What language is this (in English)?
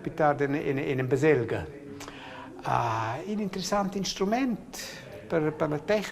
Romansh